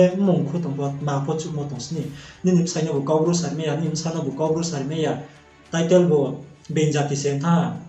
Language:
Riang (India)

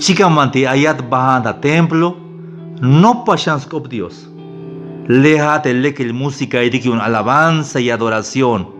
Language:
Tzeltal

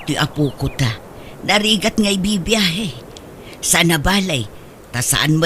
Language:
Iloko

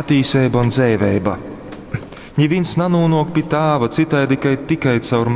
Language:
Latgalian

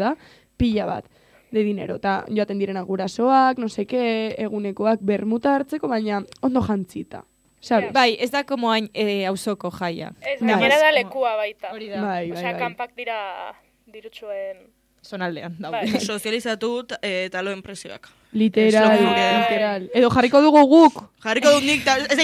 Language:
Basque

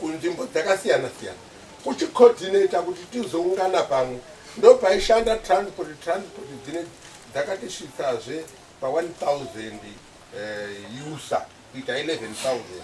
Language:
Shona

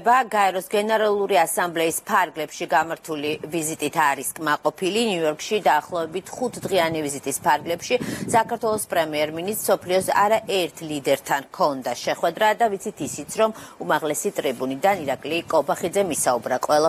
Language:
Georgian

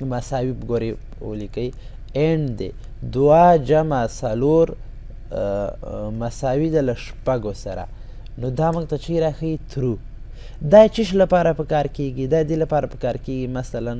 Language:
Pashto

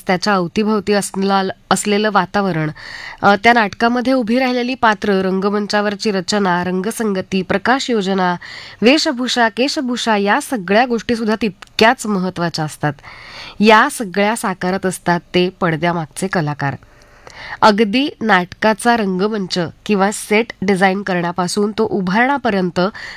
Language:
Marathi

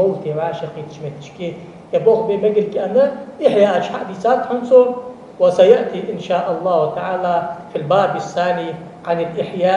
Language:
Ingush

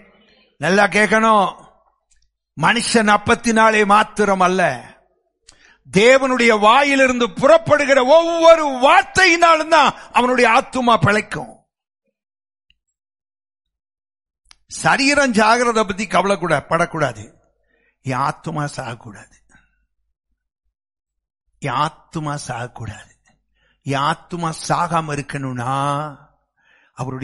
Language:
Tamil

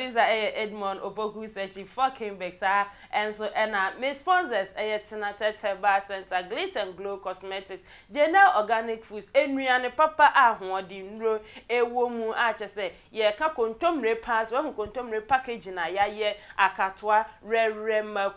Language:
Akan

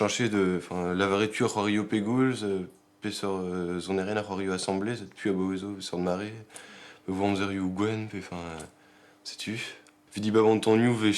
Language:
Breton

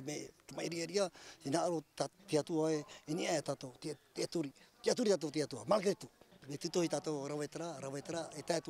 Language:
Tahitian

